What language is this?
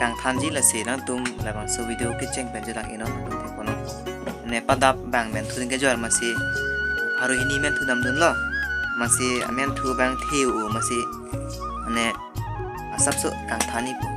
Karbi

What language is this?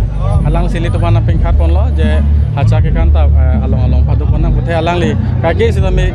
Karbi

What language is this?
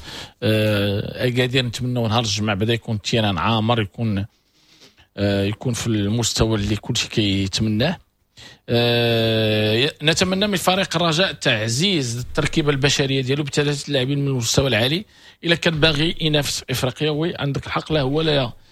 Moroccan Arabic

